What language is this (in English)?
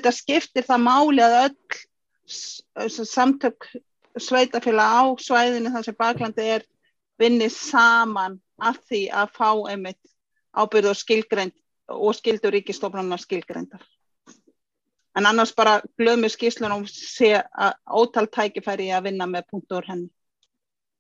Icelandic